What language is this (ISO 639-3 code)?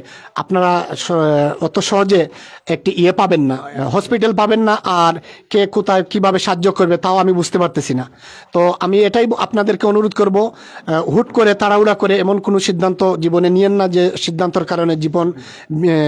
syl